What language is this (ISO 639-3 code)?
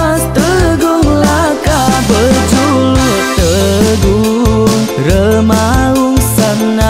iba